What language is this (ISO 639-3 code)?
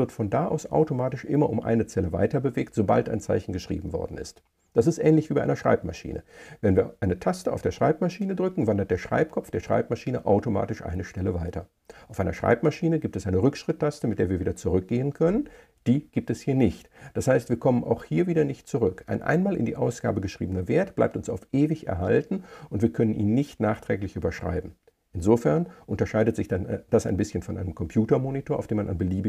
deu